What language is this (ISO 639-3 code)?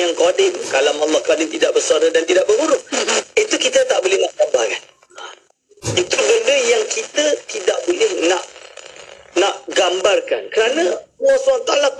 msa